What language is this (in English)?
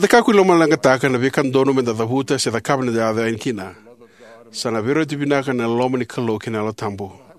Fijian